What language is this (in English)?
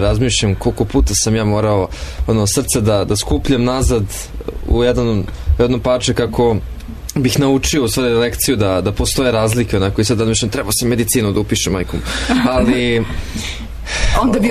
Serbian